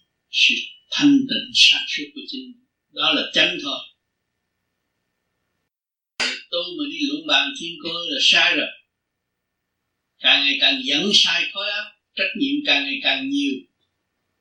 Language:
Vietnamese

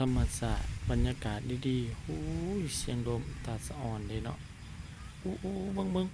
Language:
Lao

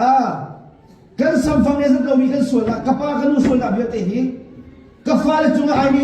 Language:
Hakha Chin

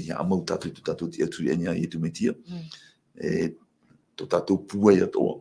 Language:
Tahitian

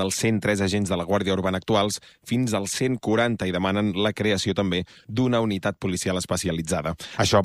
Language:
Catalan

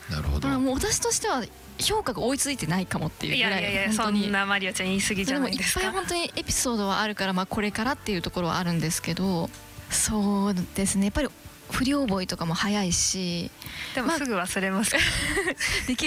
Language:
Japanese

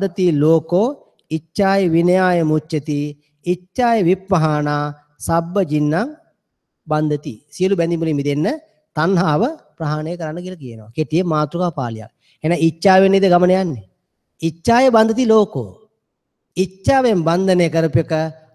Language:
Sinhala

